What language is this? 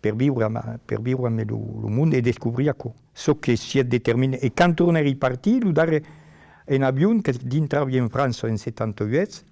Occitan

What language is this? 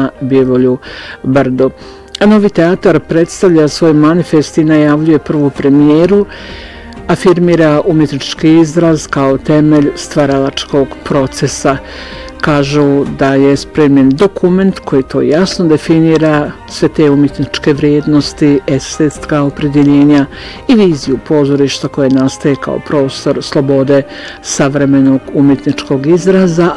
Bosnian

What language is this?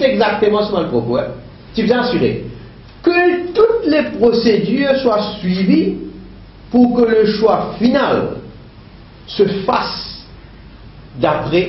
Morisyen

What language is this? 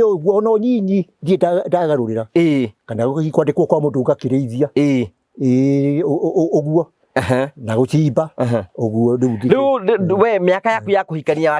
Kikuyu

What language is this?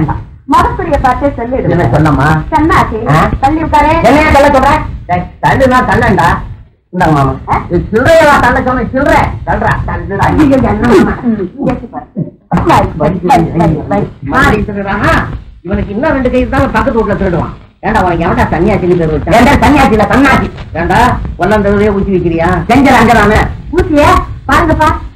Tamil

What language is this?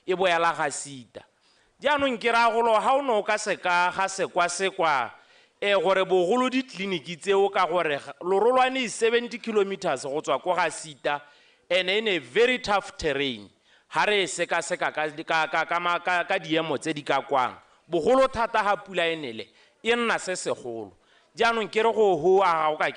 Tswana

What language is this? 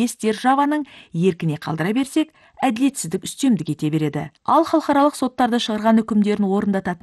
Kazakh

